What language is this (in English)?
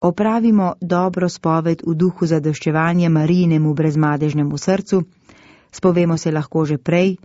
Slovenian